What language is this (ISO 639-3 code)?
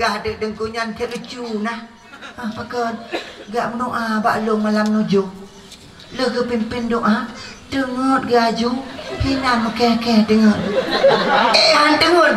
ace